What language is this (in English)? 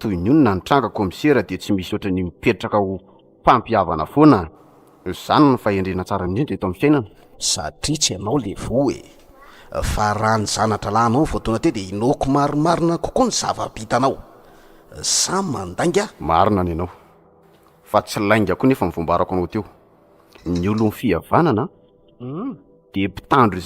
Malagasy